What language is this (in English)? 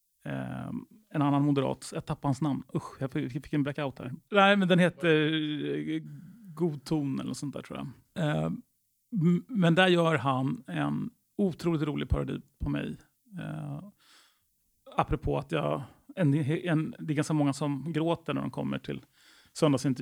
Swedish